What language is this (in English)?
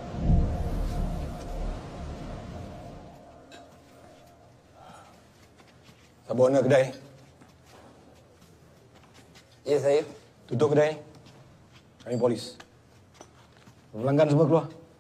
Malay